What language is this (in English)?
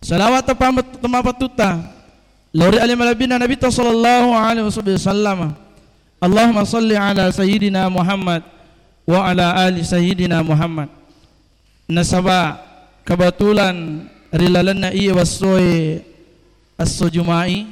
Buginese